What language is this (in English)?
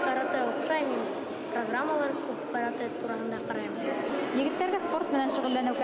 Bashkir